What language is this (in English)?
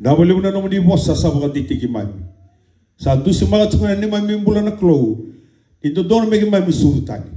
Fijian